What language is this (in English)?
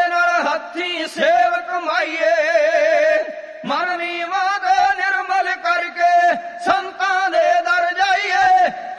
Punjabi